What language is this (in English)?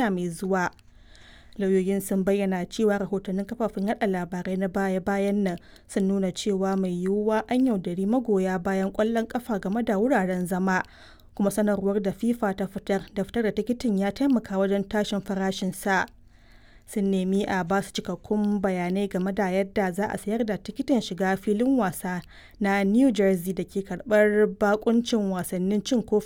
Hausa